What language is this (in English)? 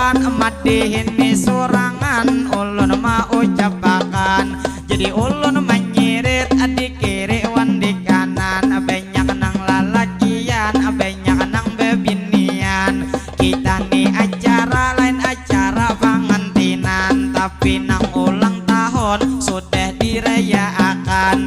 Banjar